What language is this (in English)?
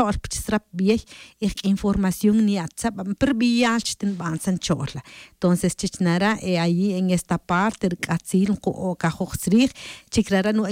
Tz'utujil